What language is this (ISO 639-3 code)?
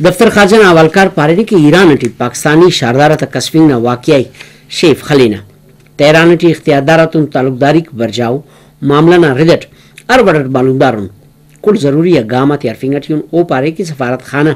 brh